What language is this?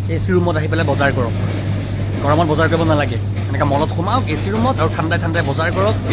Assamese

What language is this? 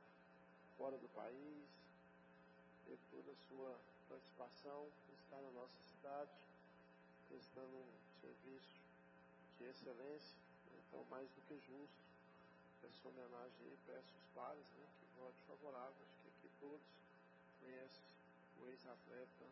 Portuguese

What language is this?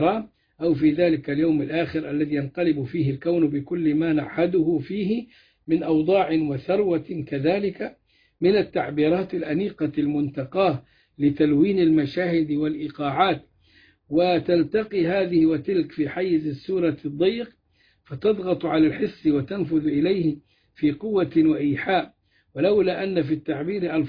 Arabic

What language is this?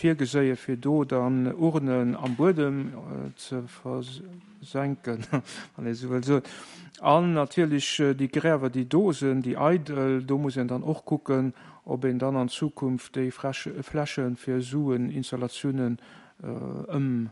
Luxembourgish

